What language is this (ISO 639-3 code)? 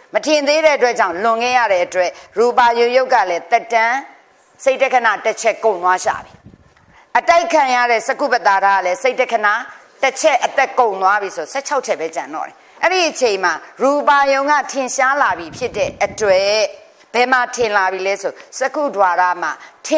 mya